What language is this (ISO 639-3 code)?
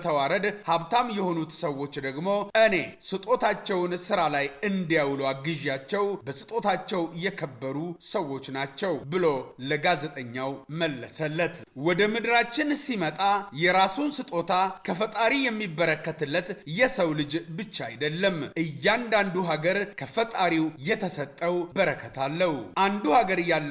amh